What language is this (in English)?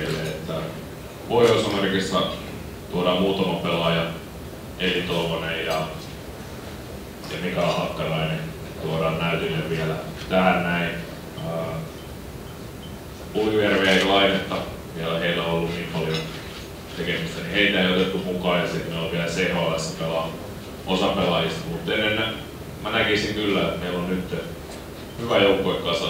Finnish